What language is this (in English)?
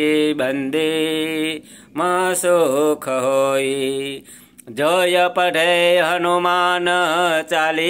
Sanskrit